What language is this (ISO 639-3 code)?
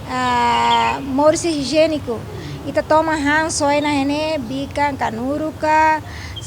tet